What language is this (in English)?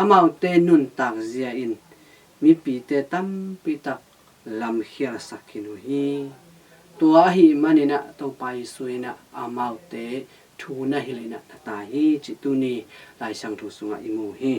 Tedim Chin